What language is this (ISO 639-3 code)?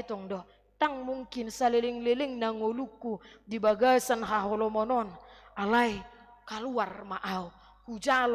bbc